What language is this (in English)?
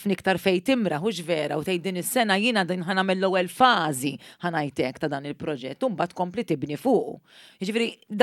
Maltese